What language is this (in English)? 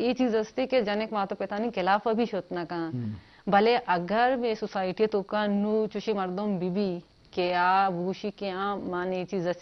Eastern Balochi